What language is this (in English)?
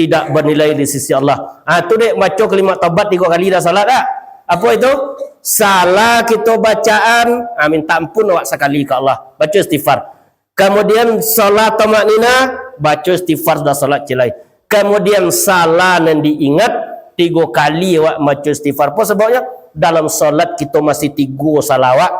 Minangkabau